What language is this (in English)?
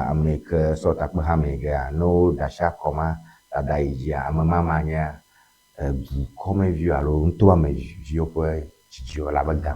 Ewe